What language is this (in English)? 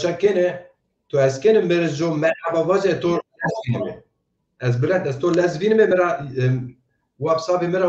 Zaza